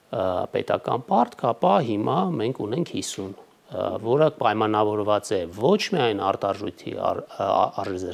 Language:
Armenian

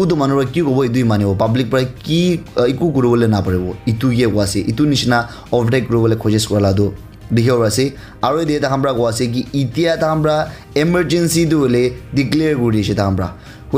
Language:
Naga Pidgin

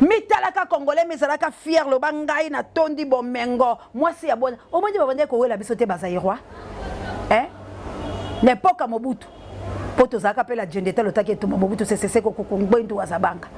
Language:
Lingala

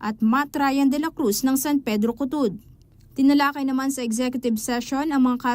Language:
Pampanga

